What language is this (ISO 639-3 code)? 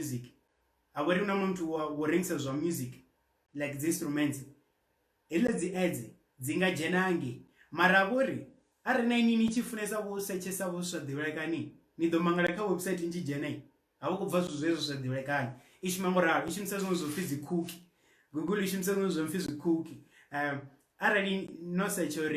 ven